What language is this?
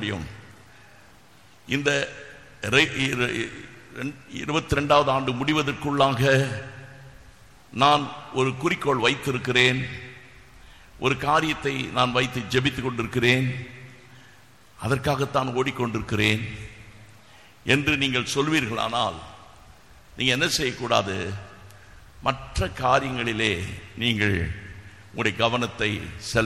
Tamil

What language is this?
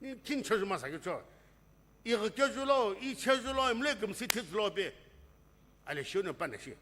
Sumi Naga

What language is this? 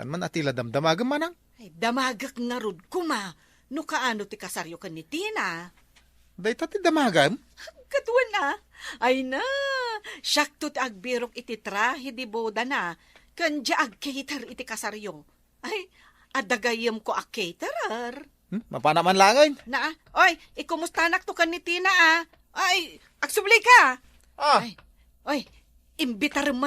Iloko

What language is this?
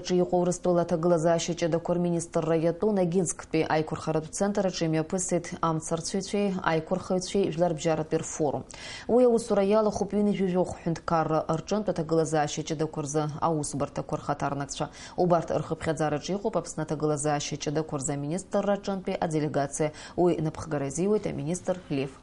Abkhazian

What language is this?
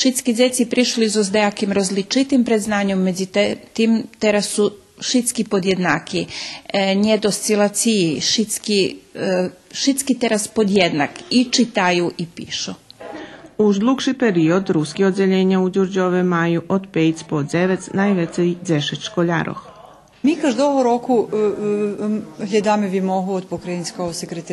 Rusyn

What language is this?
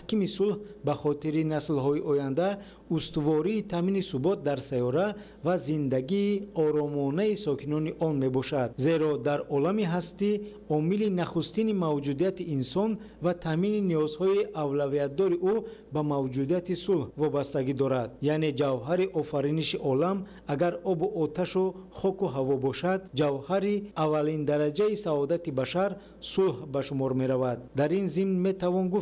Tajik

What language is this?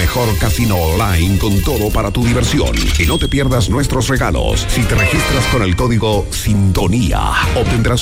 Spanish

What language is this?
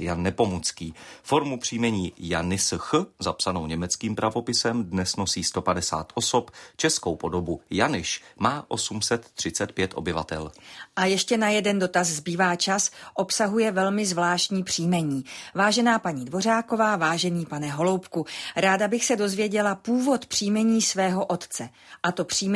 Czech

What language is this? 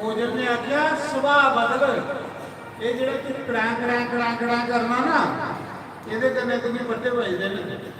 Dogri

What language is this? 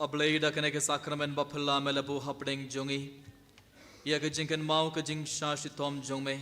Khasi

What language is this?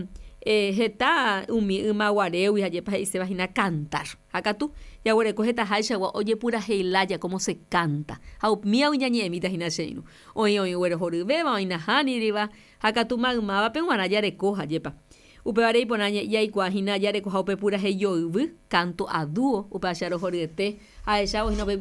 Guarani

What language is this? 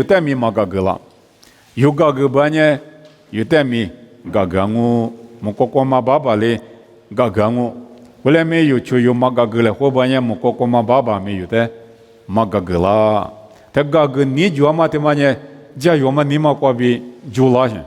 Lisu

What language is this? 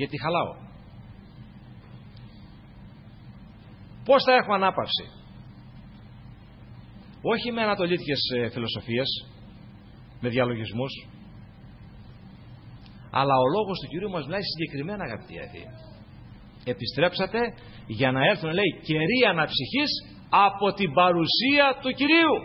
Greek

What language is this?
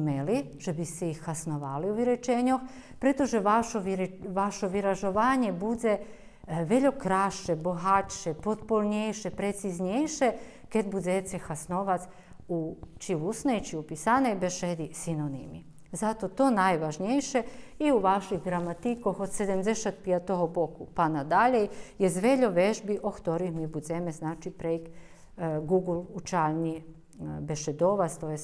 Rusyn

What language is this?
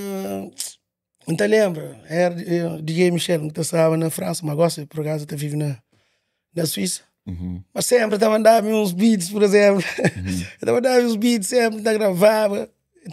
Kabuverdianu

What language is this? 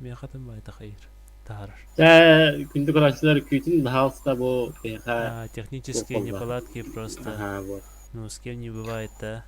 Yakut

